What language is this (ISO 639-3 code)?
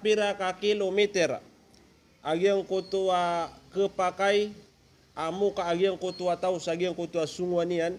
mrw